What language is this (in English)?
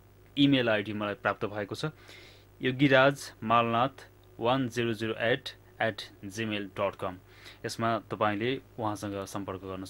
Nepali